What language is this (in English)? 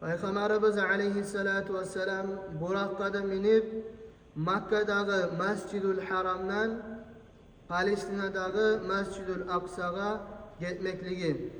Kumyk